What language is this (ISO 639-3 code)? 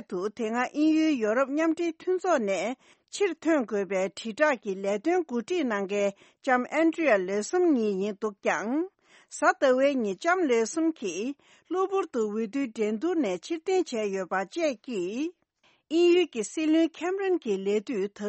bod